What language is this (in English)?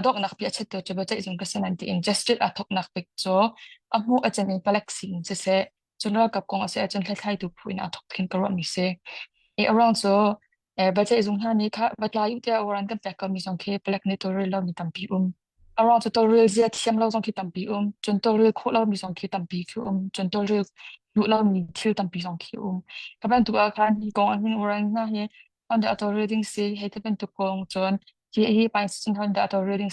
Hakha Chin